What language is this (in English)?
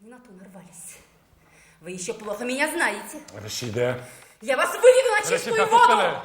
Bashkir